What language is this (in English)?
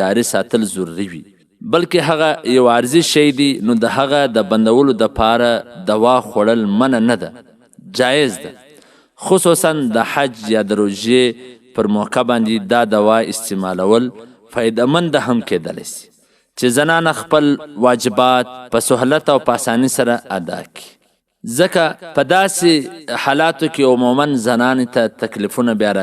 Pashto